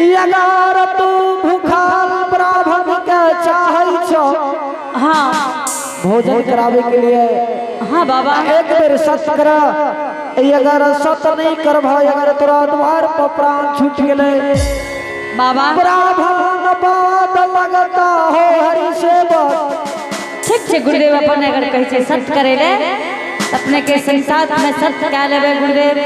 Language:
Angika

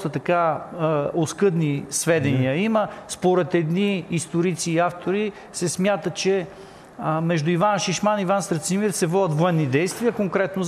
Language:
Bulgarian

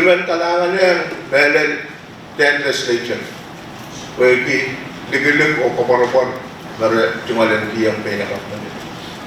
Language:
Pohnpeian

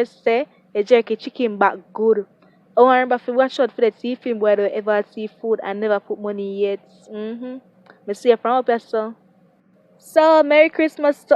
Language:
Jamaican Creole English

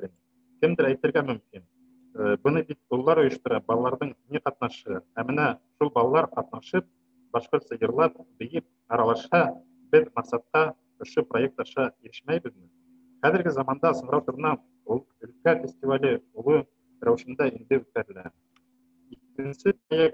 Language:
Bashkir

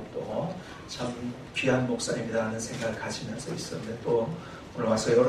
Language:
Korean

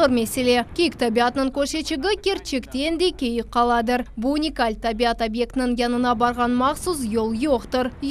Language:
Crimean Tatar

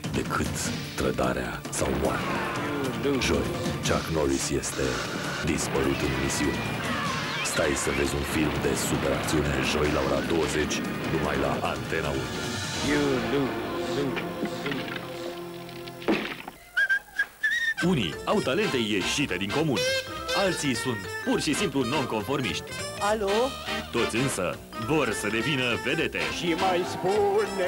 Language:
Romanian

